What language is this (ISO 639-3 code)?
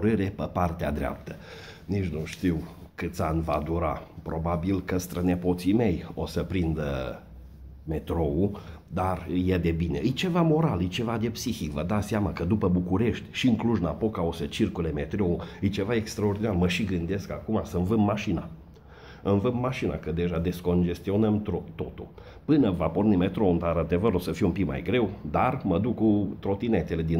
ron